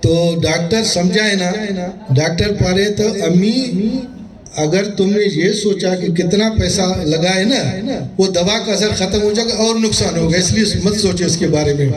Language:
Brahui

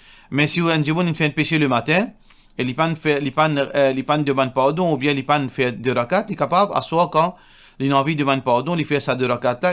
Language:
Morisyen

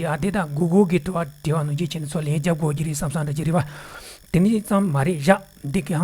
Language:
Tibetan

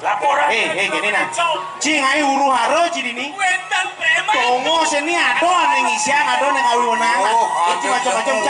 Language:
Balinese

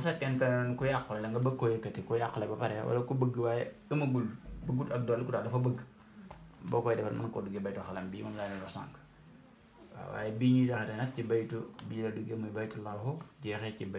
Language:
Wolof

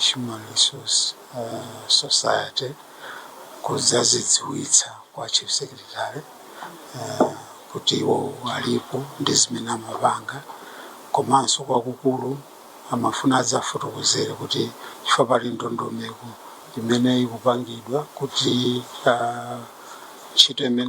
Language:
Nyanja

